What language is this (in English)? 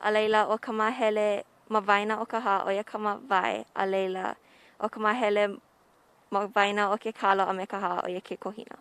Hawaiian